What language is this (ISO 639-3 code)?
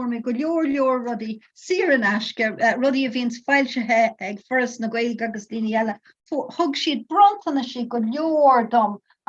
gle